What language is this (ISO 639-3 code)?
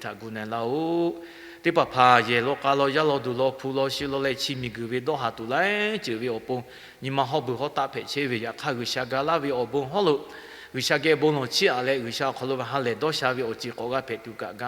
lhu